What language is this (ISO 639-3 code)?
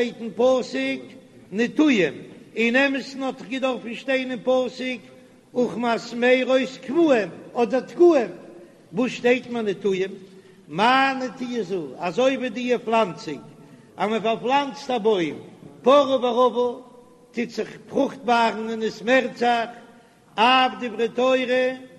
yid